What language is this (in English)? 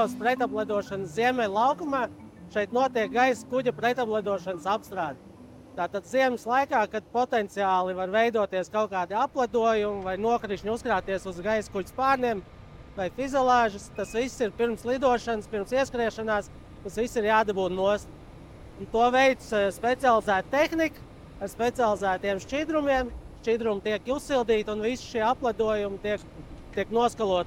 Latvian